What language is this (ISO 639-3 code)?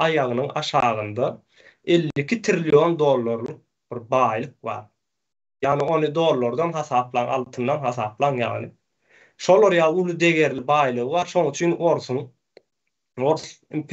tuk